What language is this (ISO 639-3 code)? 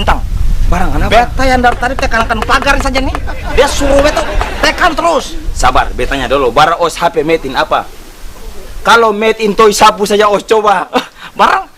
abs